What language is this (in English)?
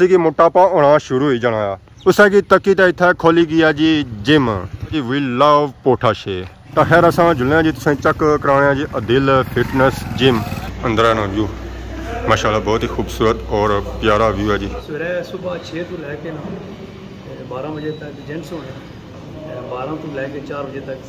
Pahari-Potwari